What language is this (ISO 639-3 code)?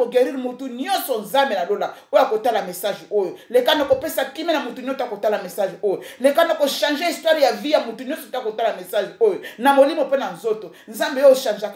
lin